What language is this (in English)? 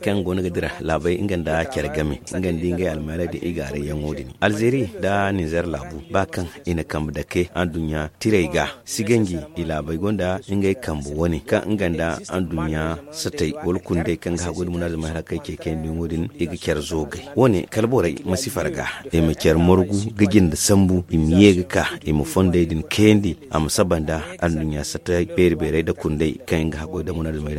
Zarma